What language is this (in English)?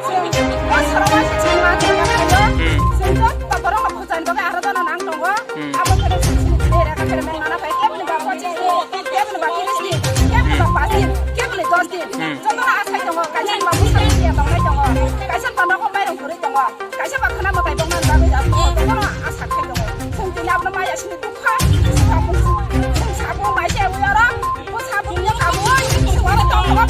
Kok Borok